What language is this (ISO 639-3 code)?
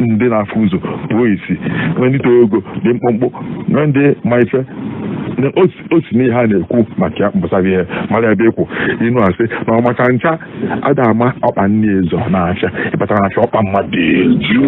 ibo